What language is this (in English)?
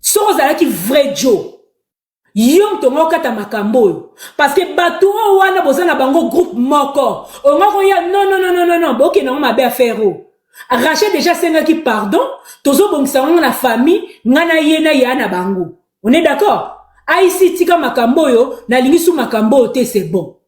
Lingala